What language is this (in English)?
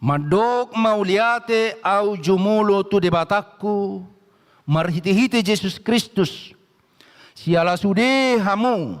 Batak Toba